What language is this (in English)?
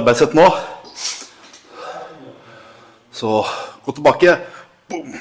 Norwegian